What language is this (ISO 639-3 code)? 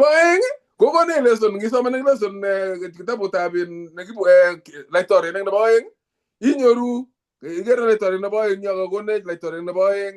kln